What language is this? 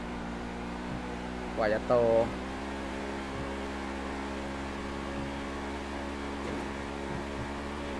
Thai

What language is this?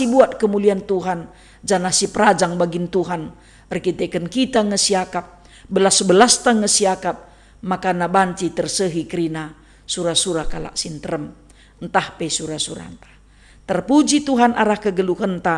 Batak Karo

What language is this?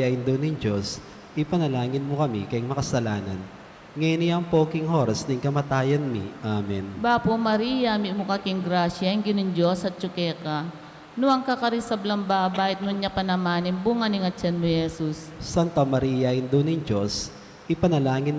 Pampanga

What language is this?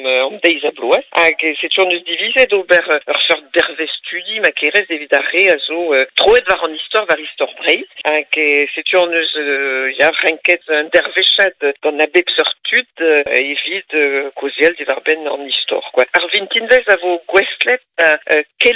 Breton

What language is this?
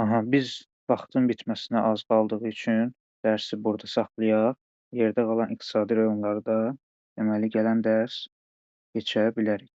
Azerbaijani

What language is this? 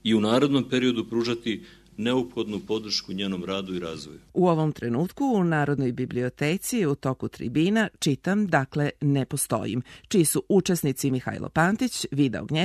Serbian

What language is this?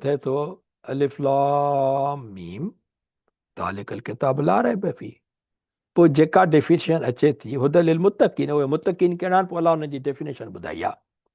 Sindhi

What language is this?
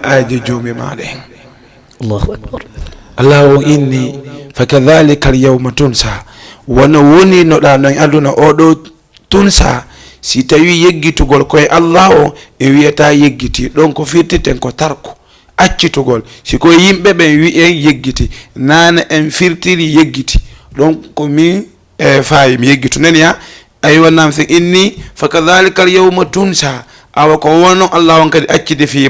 Fula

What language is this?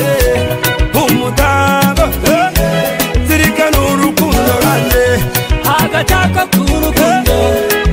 Kinyarwanda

